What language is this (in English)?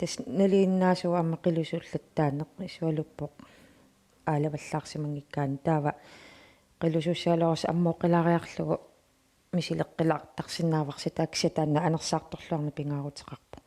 Kalaallisut